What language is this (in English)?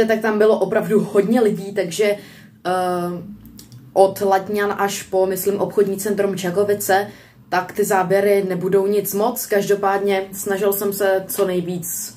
Czech